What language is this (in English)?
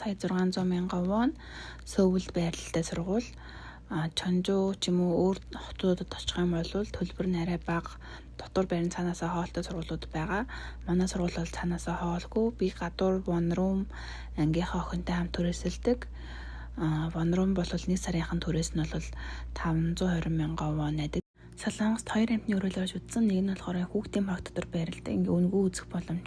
Mongolian